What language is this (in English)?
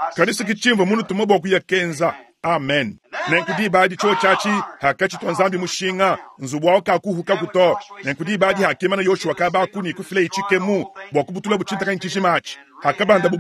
Luba-Lulua